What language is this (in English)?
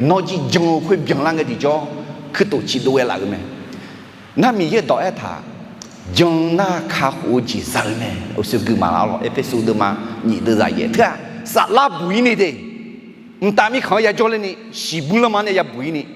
Akha